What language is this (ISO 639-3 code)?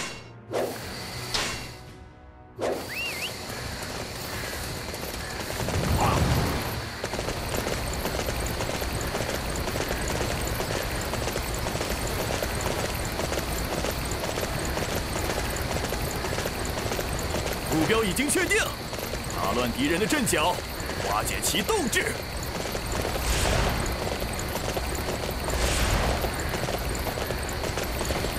zho